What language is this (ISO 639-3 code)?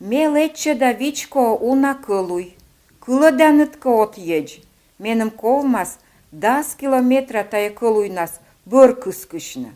kom